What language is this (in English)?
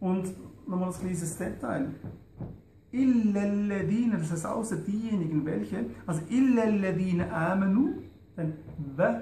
Swiss German